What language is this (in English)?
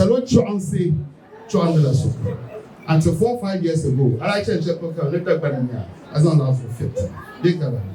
Dagbani